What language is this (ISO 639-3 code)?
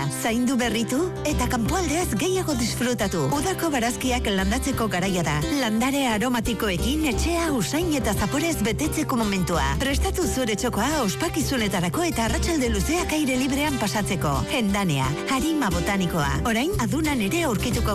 eus